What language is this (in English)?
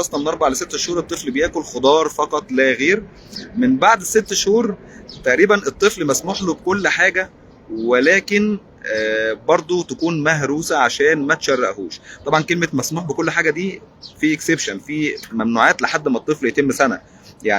Egyptian Arabic